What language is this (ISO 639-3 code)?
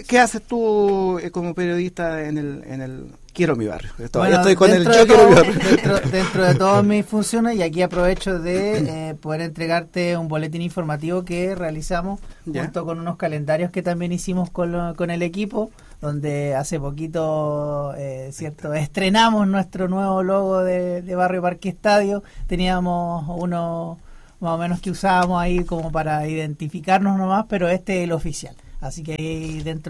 spa